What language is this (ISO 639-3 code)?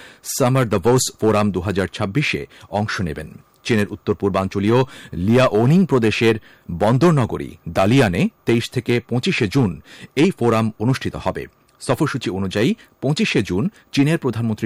ben